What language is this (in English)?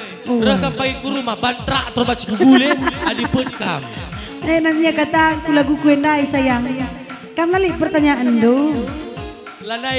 Batak Karo